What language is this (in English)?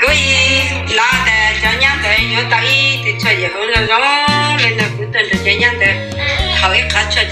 Hmong